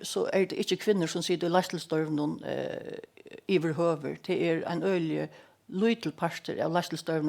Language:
Faroese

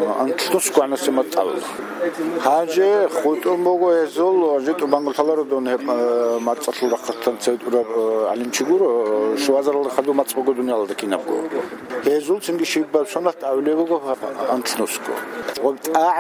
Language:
Avaric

